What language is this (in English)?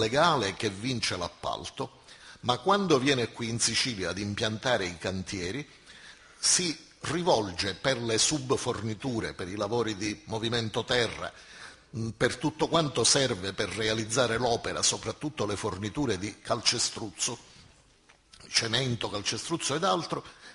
Italian